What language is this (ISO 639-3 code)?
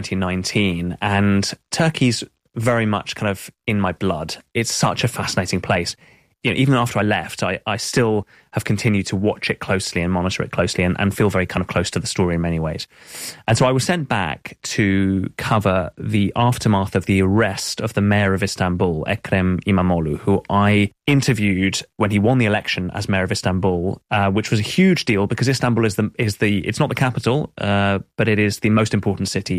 eng